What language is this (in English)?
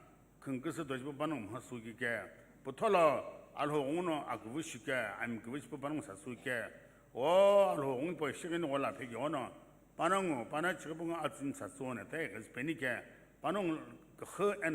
Sumi Naga